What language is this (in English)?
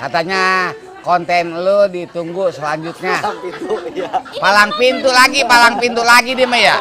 Betawi